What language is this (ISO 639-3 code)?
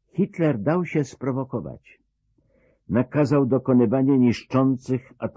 pol